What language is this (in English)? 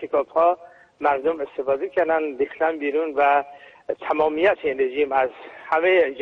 Persian